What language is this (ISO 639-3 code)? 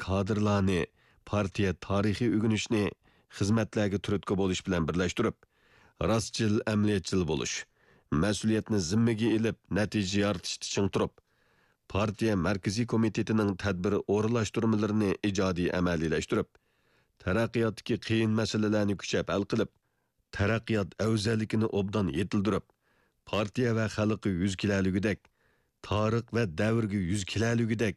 uig